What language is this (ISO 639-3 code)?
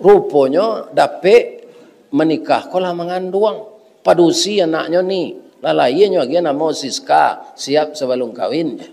min